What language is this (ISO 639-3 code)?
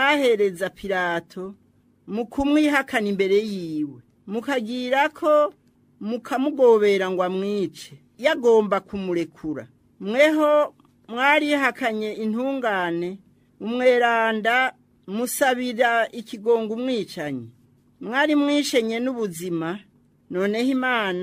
run